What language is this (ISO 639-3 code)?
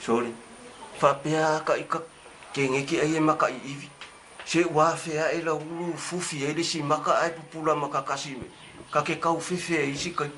smo